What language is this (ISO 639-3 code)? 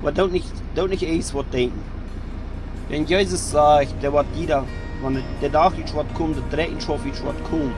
pdt